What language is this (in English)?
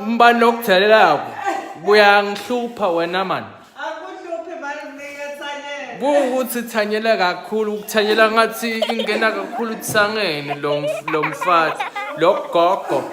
Zulu